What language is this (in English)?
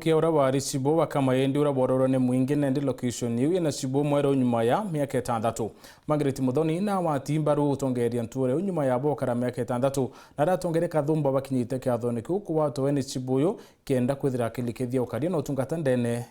Meru